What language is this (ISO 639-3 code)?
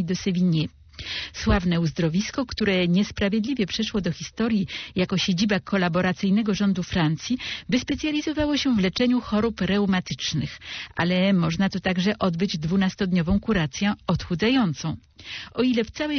pol